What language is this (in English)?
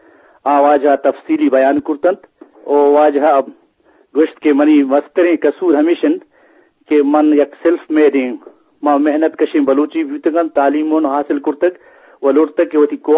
Eastern Balochi